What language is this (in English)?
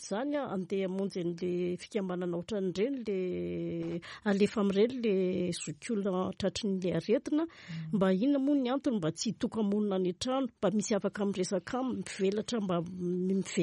Malagasy